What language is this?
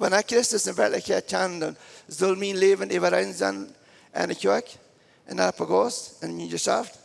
Plautdietsch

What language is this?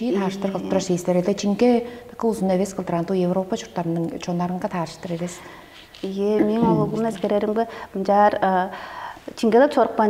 Tuvinian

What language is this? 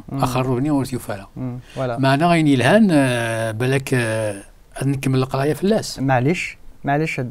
Kabyle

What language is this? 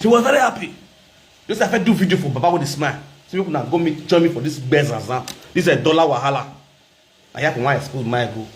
Nigerian Pidgin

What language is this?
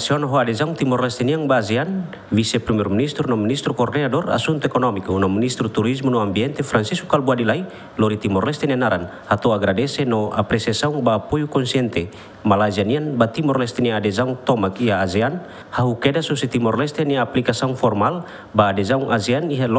Tetum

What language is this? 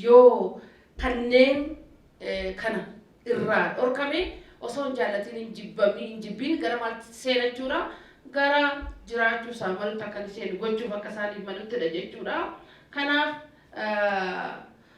Oromo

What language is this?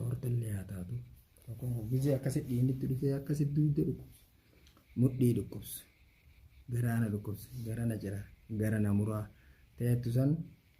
Oromo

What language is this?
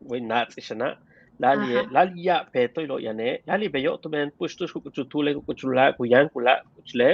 Yucateco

